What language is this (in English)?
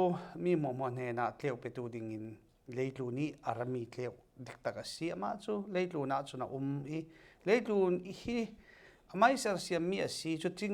Falam Chin